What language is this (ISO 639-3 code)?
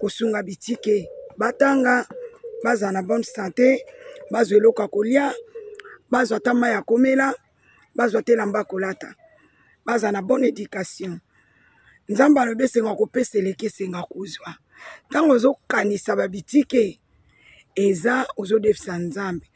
lin